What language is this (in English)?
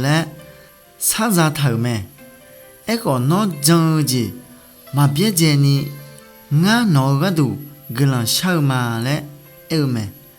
Akha